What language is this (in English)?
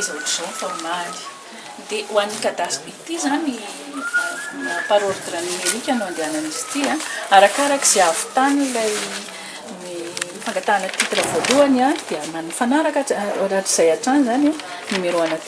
Malagasy